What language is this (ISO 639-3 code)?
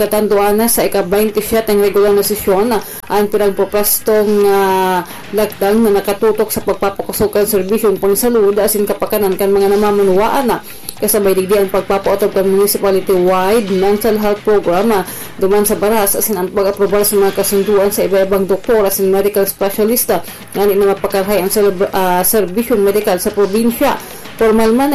bik